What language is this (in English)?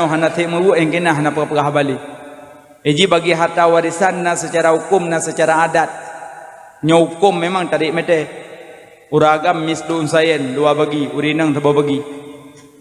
Achinese